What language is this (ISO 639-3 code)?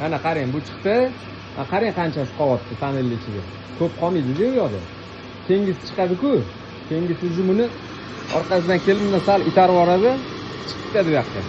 uzb